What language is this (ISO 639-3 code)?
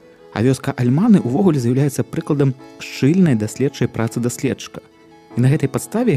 bel